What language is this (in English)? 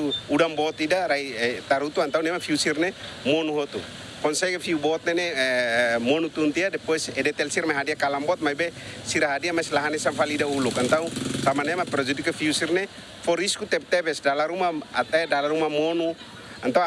Tetum